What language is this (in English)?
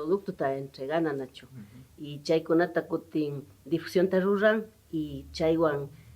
Imbabura Highland Quichua